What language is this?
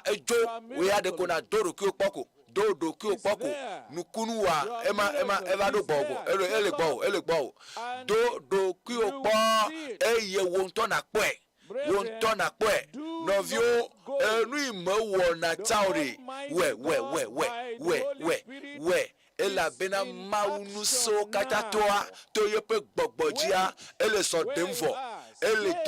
Ewe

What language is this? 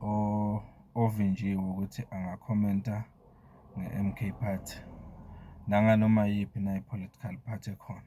Zulu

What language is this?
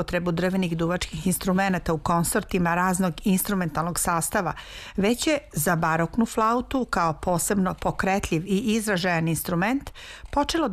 Serbian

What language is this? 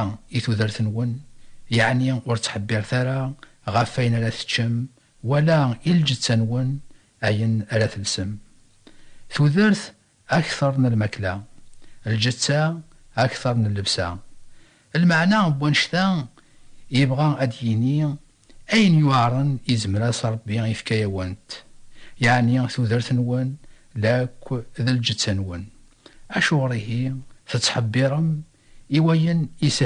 Kabyle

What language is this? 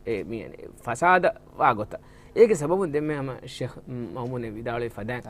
Divehi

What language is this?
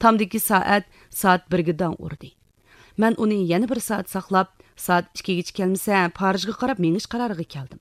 Uyghur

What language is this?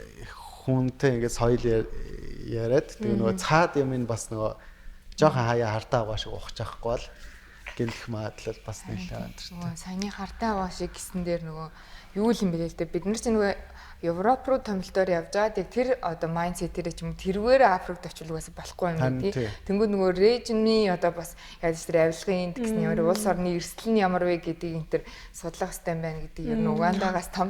Mongolian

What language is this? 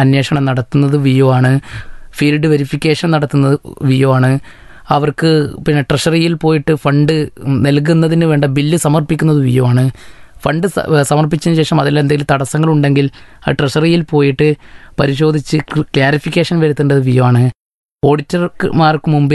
Malayalam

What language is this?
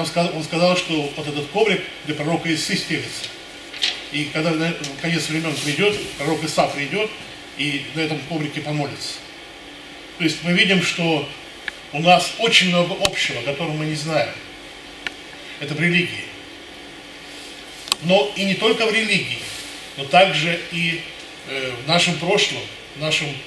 Russian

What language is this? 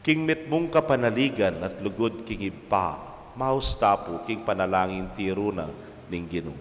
Pampanga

